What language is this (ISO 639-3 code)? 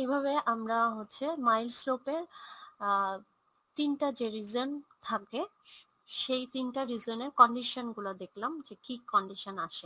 ben